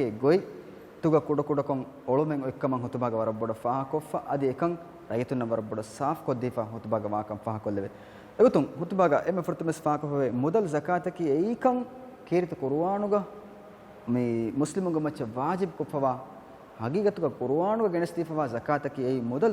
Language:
Divehi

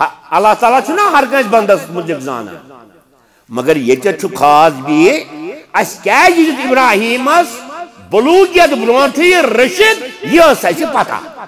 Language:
Kashmiri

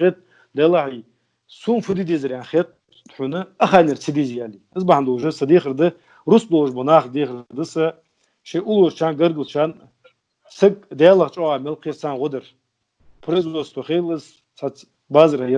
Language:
Ingush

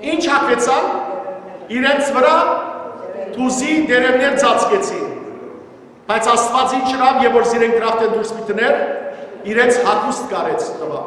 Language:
Western Armenian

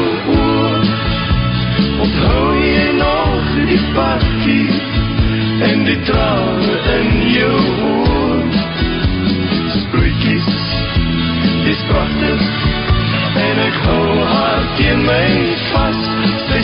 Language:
Afrikaans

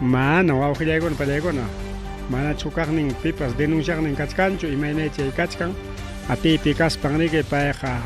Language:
Ayacucho Quechua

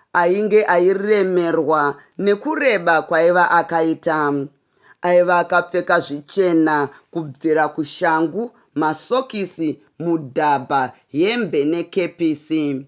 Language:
Shona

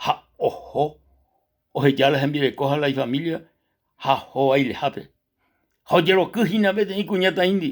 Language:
Guarani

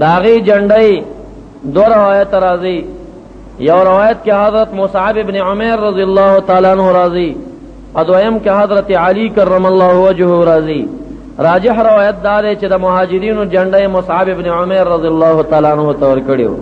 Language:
Pashto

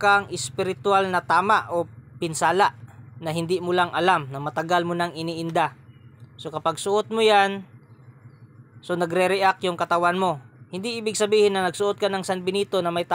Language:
Filipino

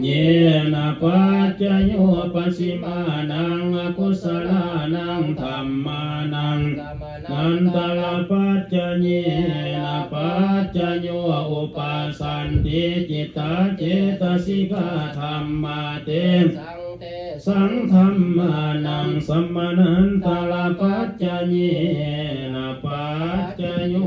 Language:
Pali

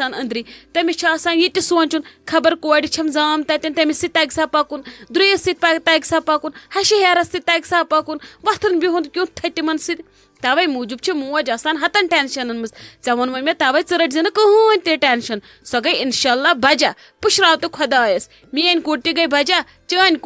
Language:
Kashmiri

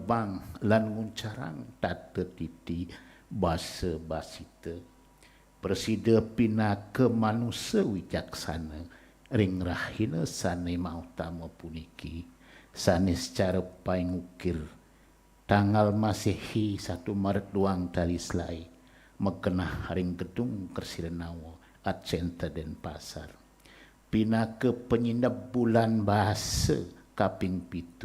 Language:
Balinese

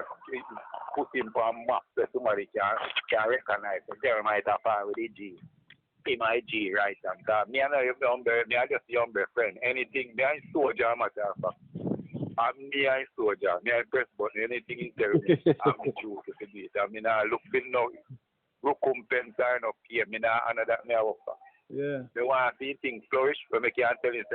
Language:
Jamaican Creole English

